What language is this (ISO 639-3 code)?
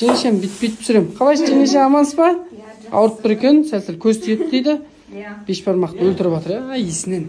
kaz